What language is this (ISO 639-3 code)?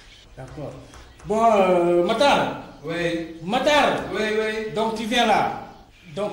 wol